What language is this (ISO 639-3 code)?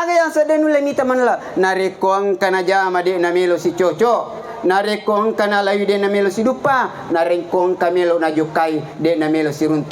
bug